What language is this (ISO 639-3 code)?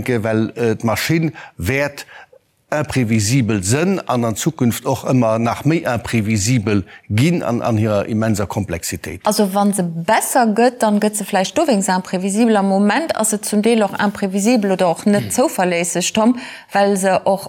ltz